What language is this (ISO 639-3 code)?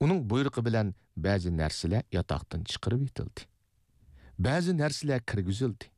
uig